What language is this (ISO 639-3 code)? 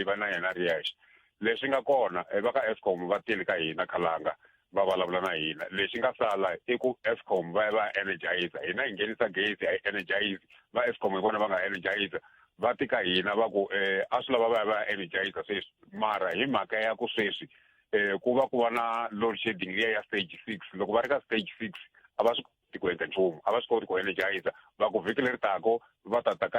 tso